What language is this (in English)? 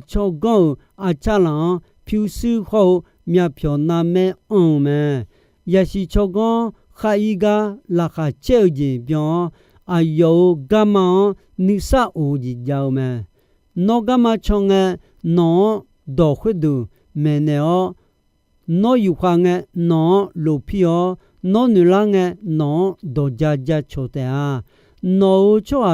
Akha